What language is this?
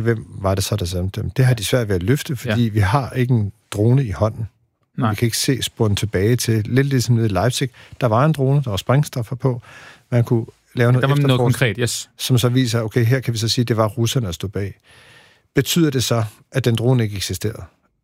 Danish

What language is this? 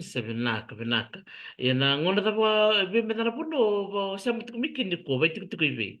Fijian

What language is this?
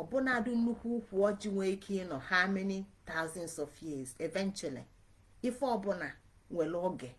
Igbo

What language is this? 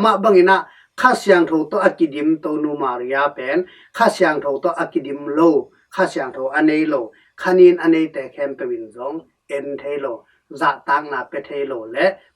Tedim Chin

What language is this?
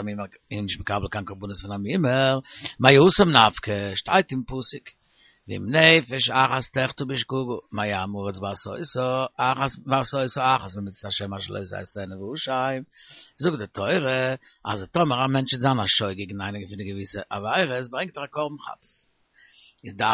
Yiddish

